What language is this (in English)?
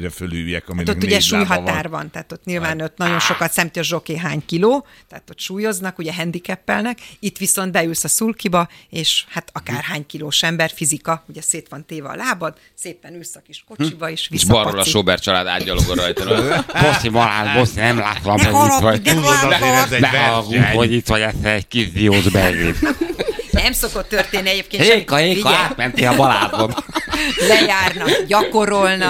Hungarian